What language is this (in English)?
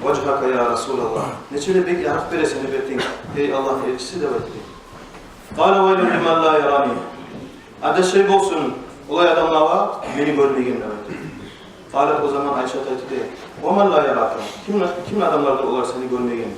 Kumyk